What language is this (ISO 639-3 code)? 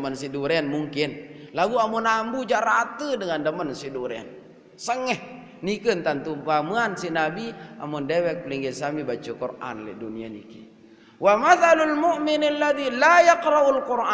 sas